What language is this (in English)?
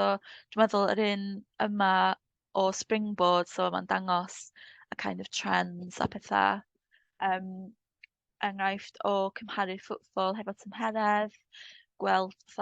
Welsh